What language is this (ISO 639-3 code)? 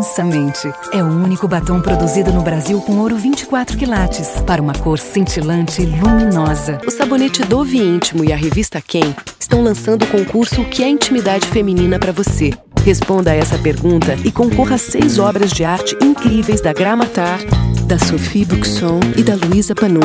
por